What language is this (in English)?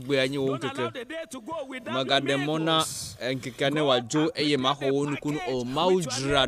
Ewe